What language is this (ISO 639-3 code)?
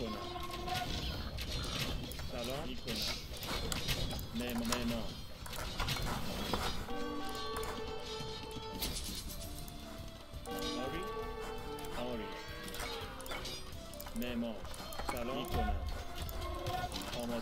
fas